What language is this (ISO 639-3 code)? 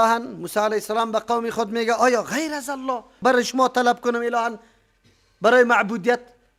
fas